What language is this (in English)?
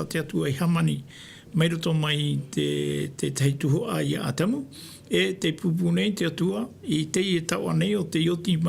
Tahitian